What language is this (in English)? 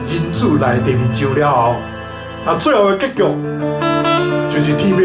Min Nan Chinese